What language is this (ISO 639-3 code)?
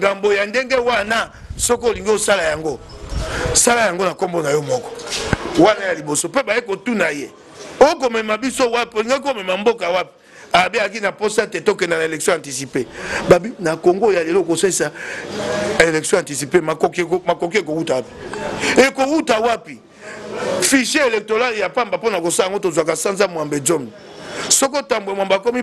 lin